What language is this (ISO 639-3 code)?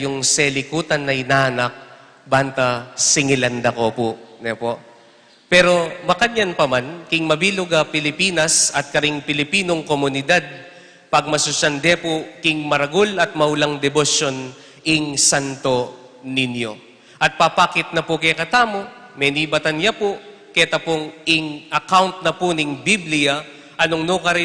pam